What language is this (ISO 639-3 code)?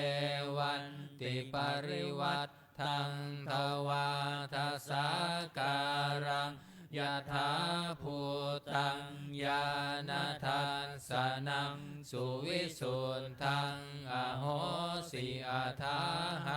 pli